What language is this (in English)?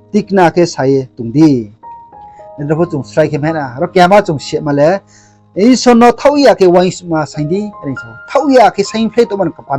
Riang (India)